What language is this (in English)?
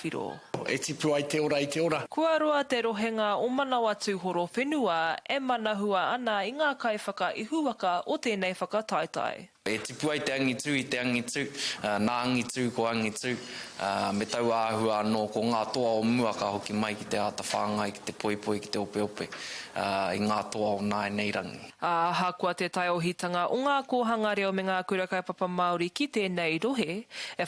Māori